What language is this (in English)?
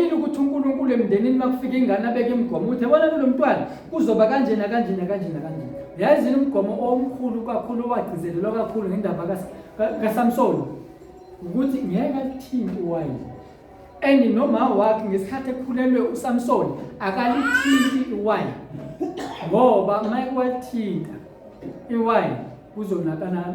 Zulu